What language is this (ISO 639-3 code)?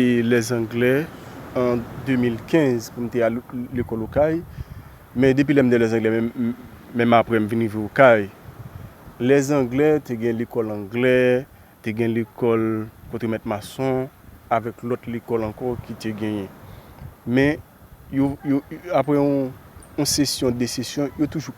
hat